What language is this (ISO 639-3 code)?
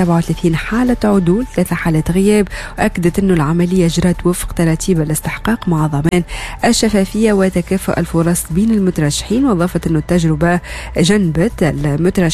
aeb